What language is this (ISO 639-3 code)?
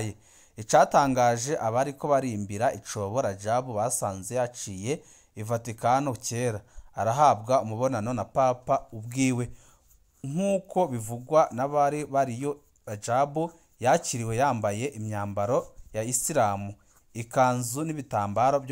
run